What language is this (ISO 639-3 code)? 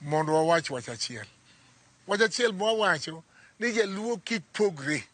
luo